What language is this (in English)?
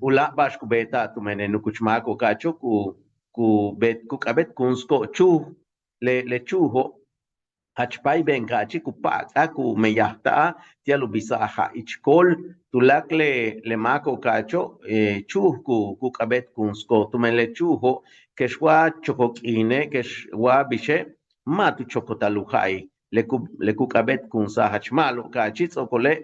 Yucateco